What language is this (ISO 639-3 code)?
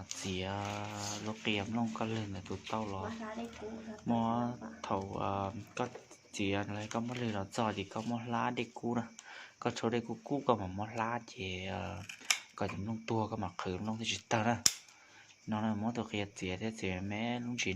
hmn